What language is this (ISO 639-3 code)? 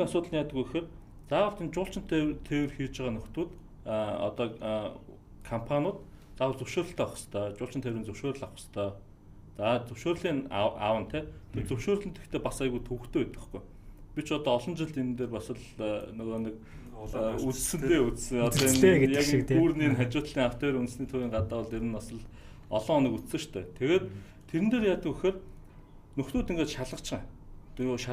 mon